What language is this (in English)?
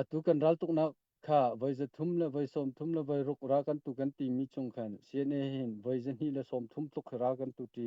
Hakha Chin